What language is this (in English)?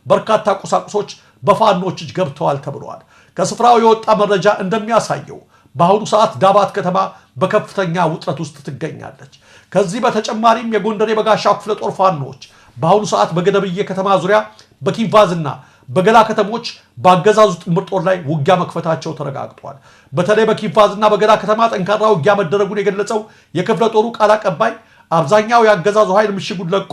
Amharic